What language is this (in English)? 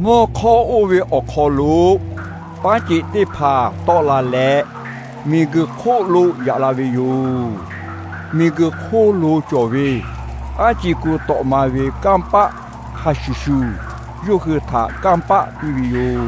Lahu